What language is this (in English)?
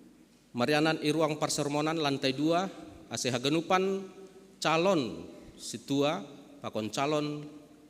Batak Simalungun